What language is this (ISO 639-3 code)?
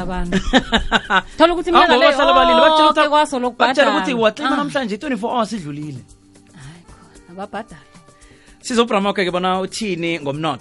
nbl